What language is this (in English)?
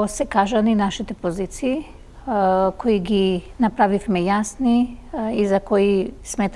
Macedonian